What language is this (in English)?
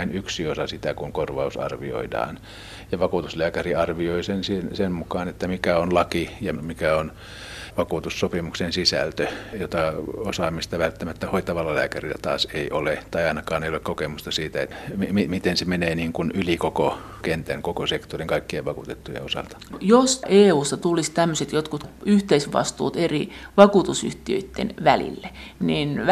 Finnish